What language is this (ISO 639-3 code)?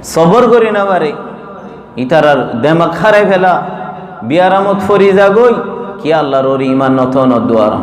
rhg